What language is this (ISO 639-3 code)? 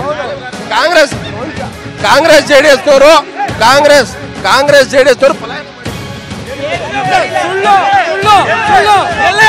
kan